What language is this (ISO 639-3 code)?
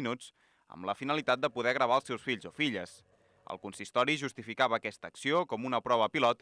cat